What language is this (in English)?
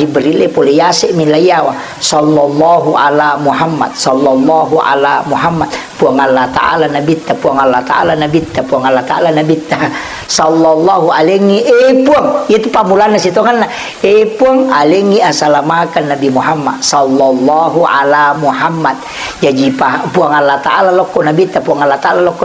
Buginese